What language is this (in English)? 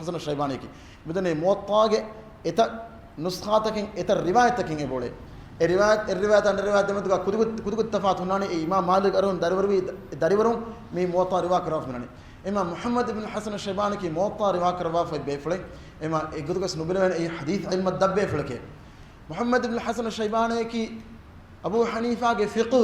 Divehi